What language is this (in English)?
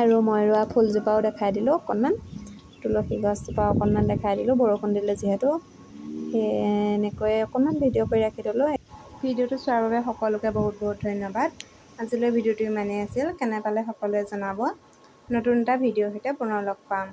Assamese